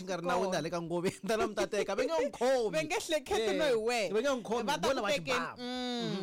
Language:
Tsonga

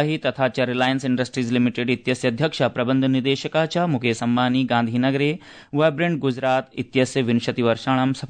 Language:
Sanskrit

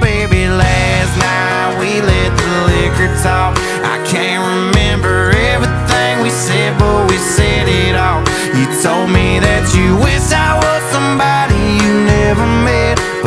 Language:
English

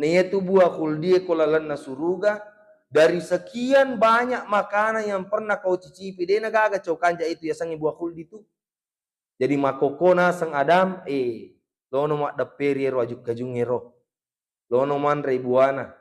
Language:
Buginese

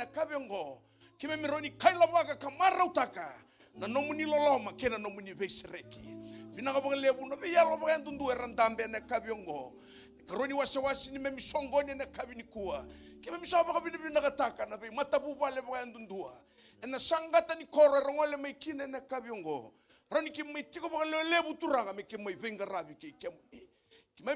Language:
Fijian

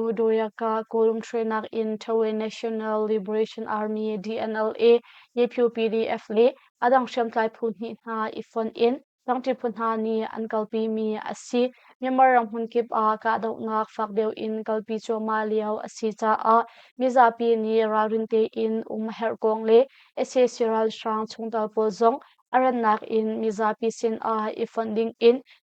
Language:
Hakha Chin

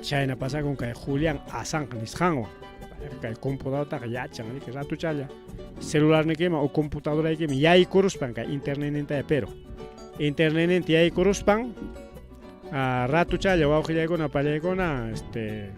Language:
Ayacucho Quechua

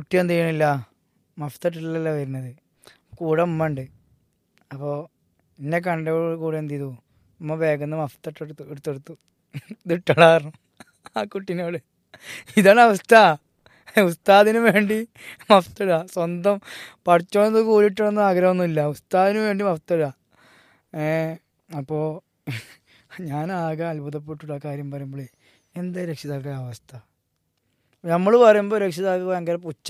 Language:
Malayalam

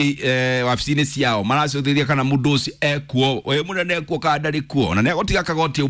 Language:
Kikuyu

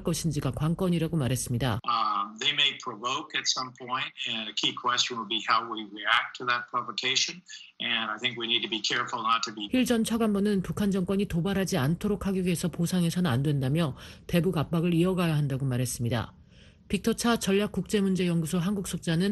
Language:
Korean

